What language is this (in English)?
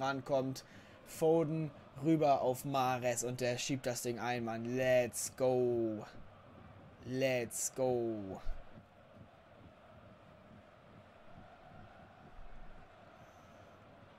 German